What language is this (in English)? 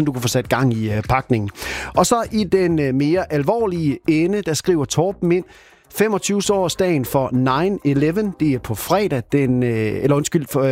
Danish